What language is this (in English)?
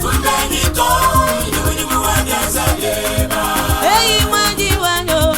Luba-Lulua